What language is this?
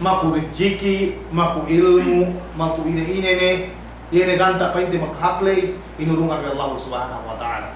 Yakan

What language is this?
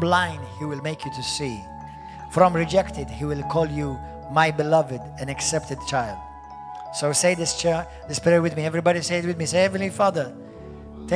English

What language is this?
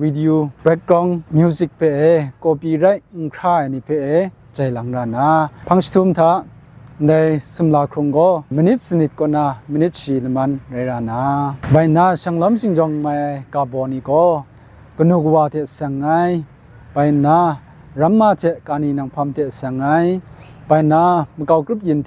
Kachin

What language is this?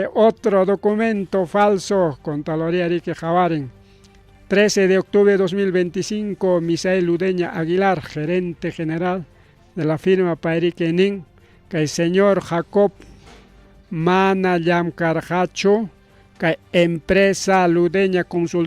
Ayacucho Quechua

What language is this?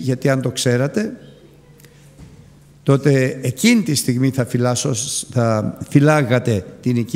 Greek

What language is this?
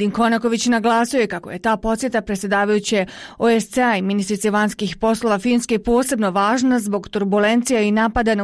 Bosnian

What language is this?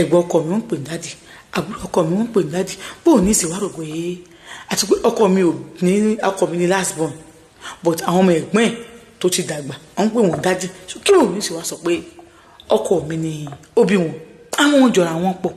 Yoruba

